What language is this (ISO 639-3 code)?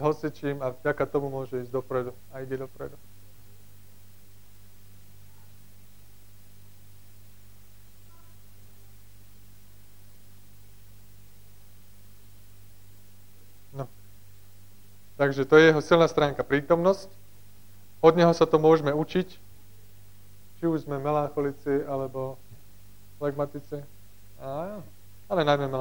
slk